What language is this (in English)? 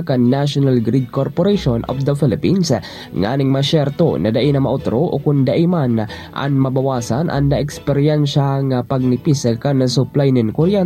Bikol